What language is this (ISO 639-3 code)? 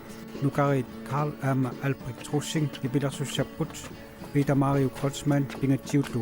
kal